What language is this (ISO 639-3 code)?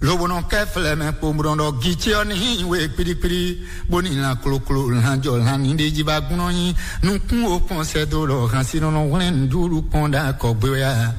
fon